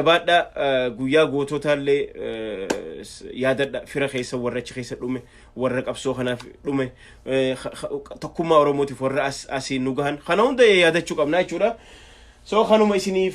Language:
Oromo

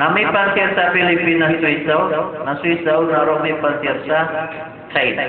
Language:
Maranao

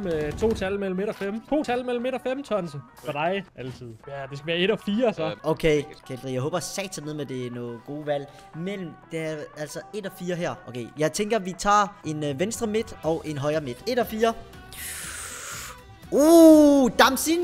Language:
Danish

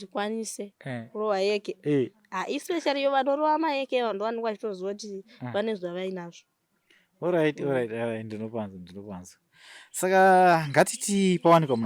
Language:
Shona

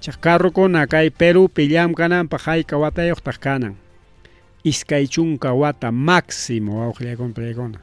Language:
Ayacucho Quechua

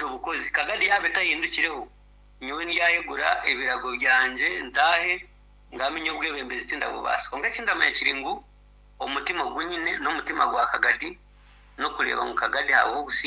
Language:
Nyankole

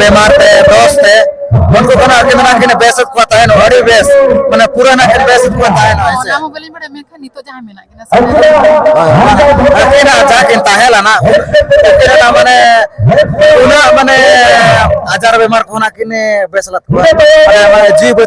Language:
Santali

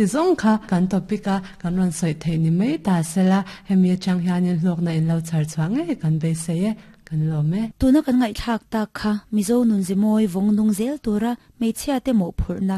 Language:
Mizo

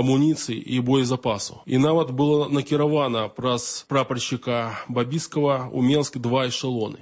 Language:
Belarusian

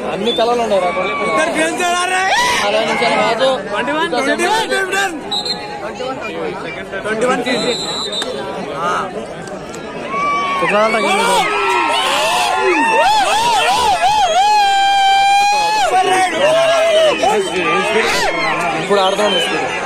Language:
Telugu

